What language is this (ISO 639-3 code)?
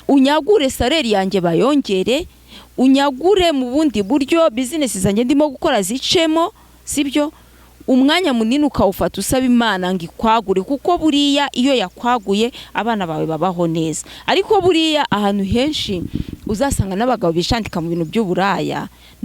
kin